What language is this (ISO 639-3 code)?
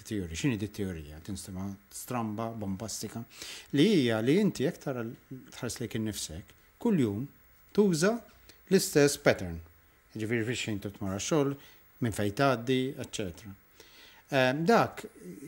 mlt